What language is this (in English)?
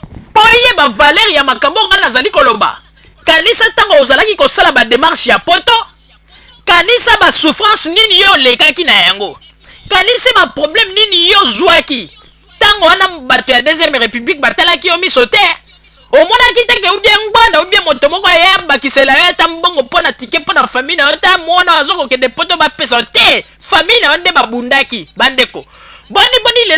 Lingala